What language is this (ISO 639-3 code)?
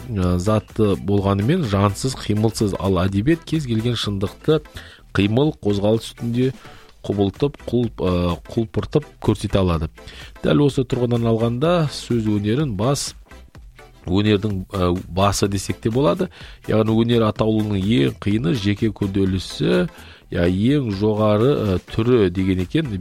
kaz